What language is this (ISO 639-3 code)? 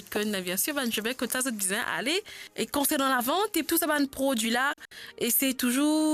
mfe